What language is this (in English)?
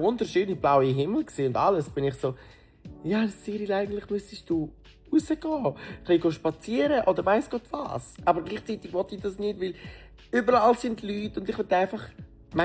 Swiss German